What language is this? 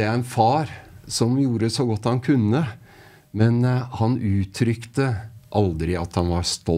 Norwegian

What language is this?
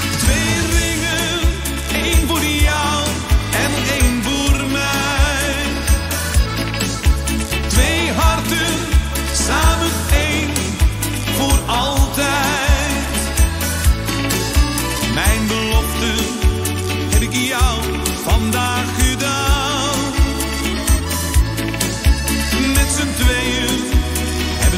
Dutch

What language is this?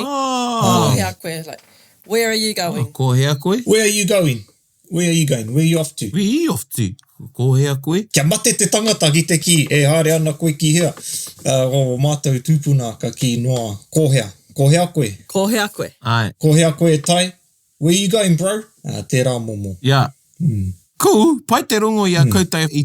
Māori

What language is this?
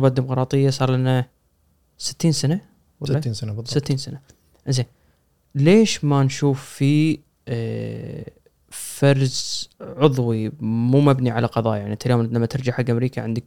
Gulf Arabic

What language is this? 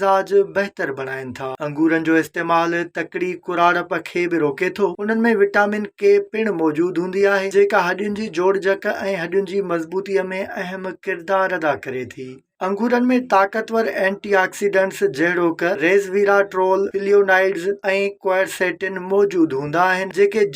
Sindhi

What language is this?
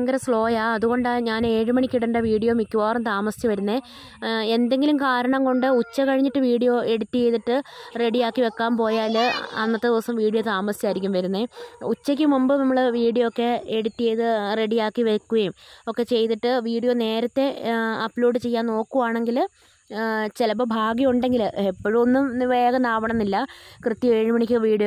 Malayalam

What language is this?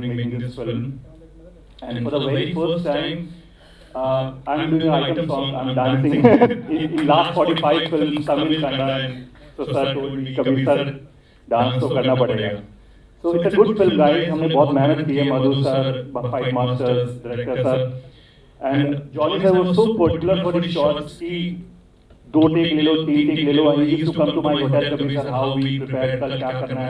Telugu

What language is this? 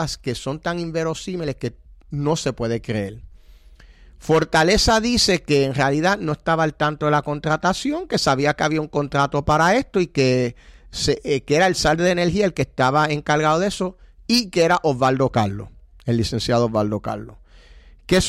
Spanish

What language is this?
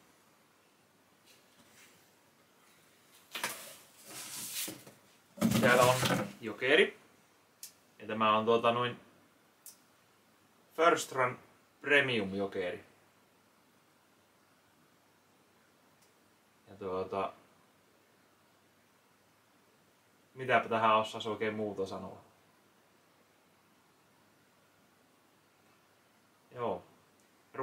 Finnish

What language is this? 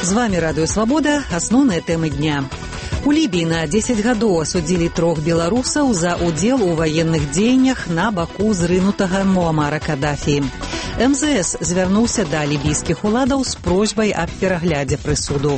Belarusian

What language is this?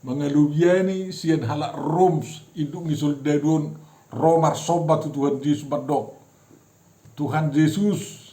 Batak Toba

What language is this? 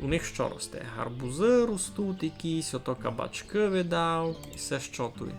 Rusyn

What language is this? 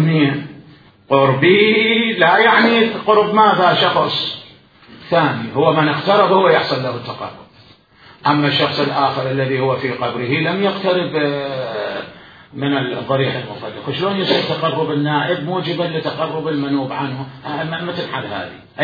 Mesopotamian Arabic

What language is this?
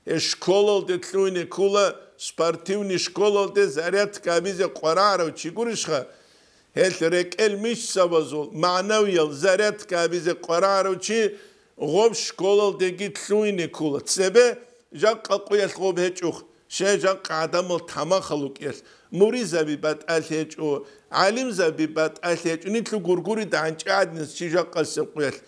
Avaric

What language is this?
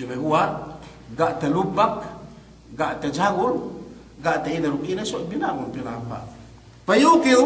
Yakan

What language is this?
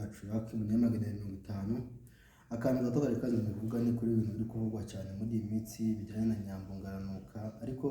Kinyarwanda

